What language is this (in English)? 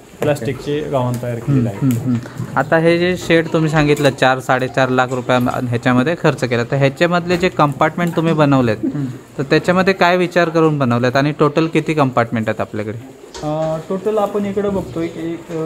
Marathi